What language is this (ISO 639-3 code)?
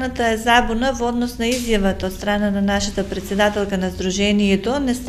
mkd